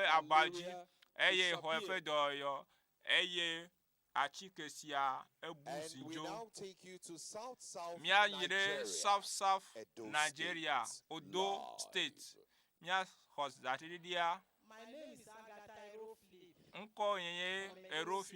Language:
Ewe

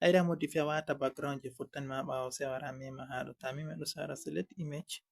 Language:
Fula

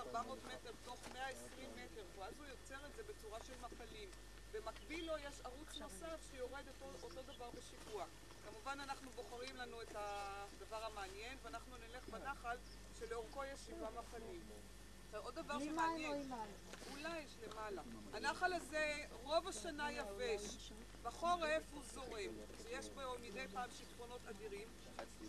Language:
Hebrew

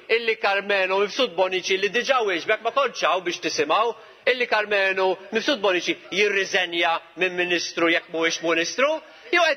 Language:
Maltese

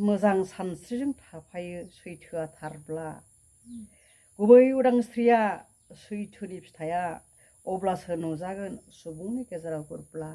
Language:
Bodo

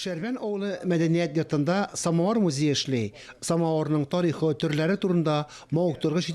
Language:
Tatar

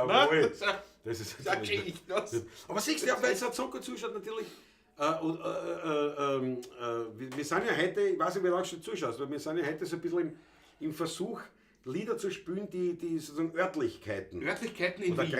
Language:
Bavarian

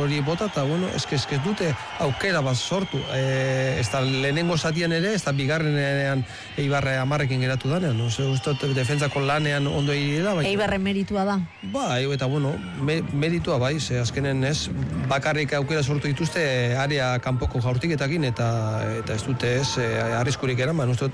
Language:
Basque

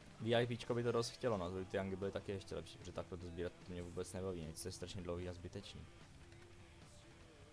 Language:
Czech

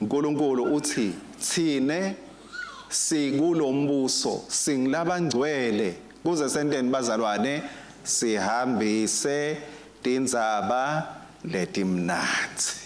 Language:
Swati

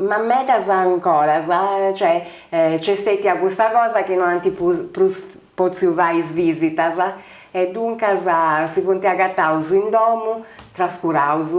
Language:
Sardinian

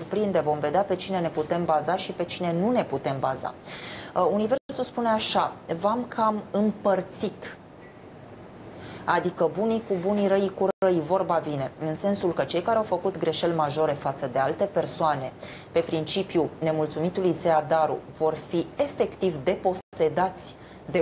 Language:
Romanian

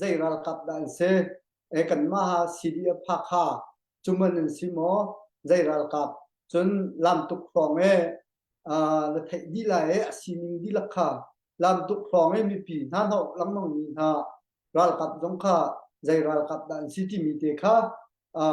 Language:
Hakha Chin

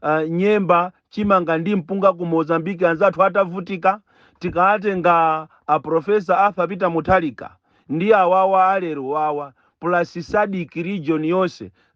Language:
Nyanja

